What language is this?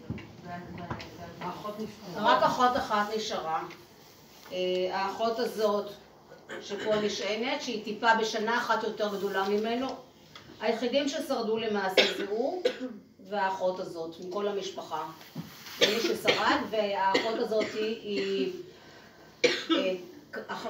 Hebrew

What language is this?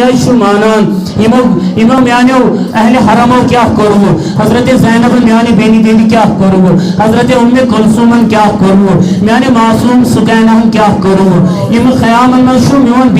Kashmiri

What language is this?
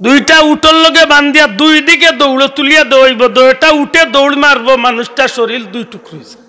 Sylheti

